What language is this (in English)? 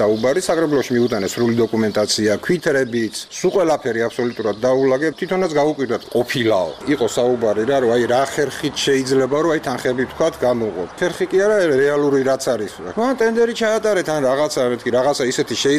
Georgian